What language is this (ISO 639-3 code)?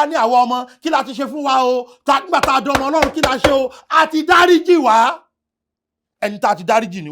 yor